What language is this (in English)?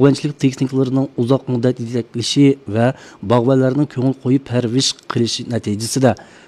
Uyghur